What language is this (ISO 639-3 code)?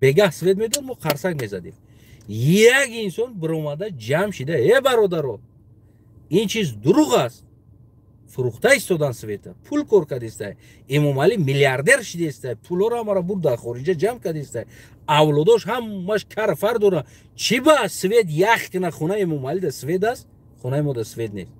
tgk